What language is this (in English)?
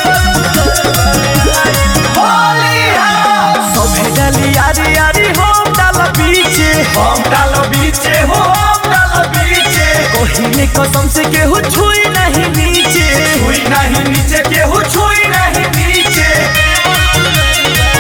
Bhojpuri